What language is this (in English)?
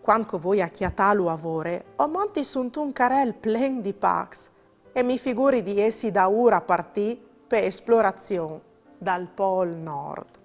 Friulian